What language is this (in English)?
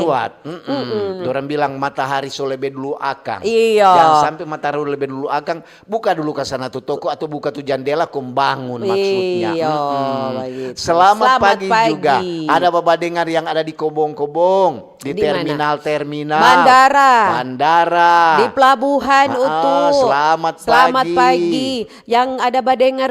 Manado Malay